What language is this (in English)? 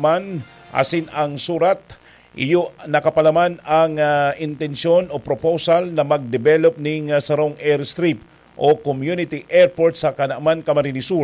Bikol